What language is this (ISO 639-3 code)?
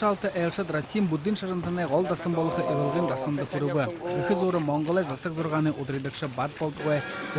bua